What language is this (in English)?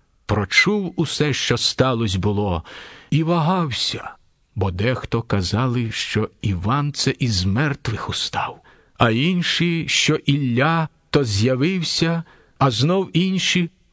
Ukrainian